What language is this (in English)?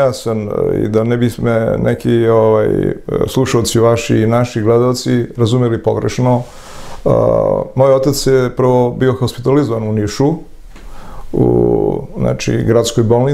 Serbian